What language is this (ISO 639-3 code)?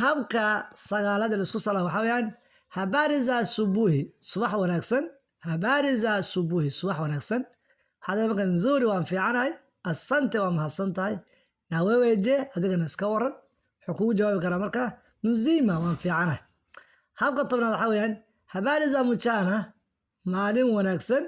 som